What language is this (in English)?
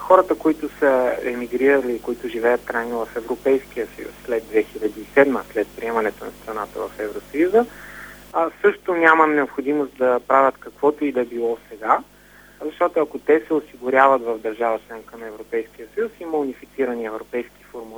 Bulgarian